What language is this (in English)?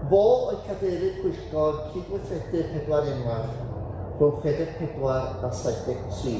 Welsh